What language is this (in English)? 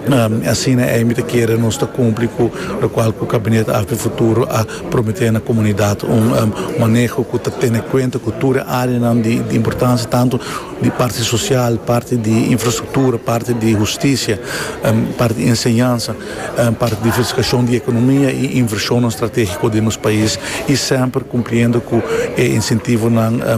Papiamento